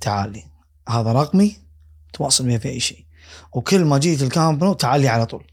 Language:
Gulf Arabic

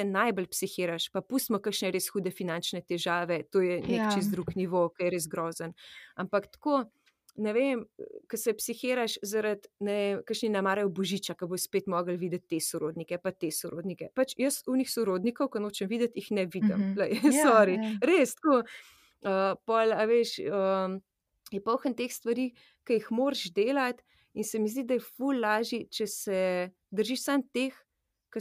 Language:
Slovenian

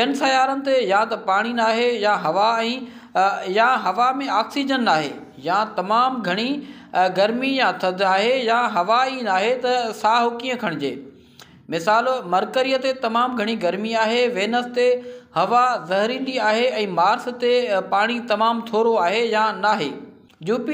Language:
Sindhi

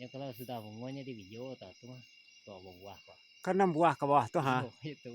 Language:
Minangkabau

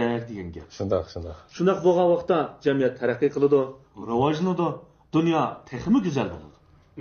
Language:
Uyghur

